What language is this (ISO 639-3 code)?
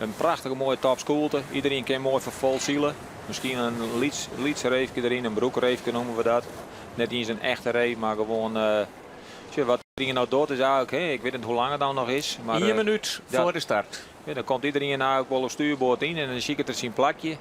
fry